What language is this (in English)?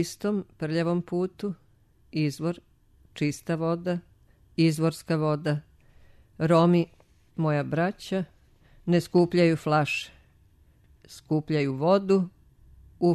Serbian